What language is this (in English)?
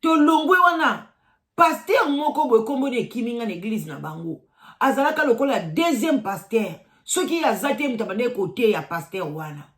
Lingala